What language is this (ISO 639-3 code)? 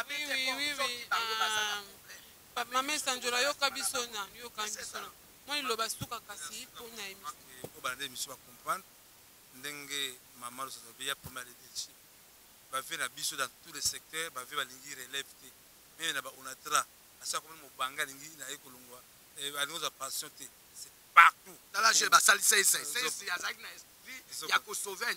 lin